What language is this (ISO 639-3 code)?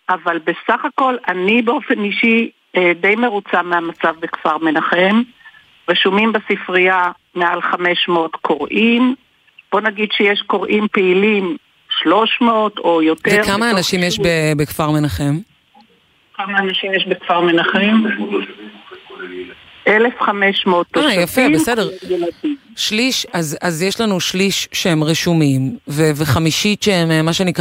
heb